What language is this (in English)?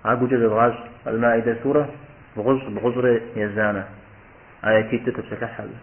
Kabardian